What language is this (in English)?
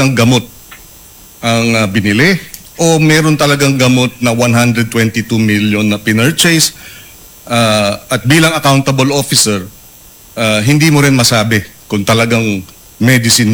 Filipino